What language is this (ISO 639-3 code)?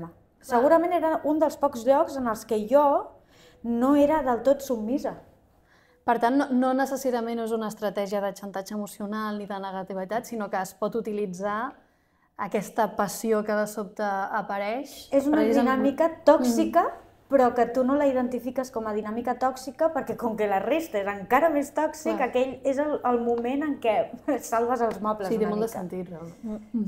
cat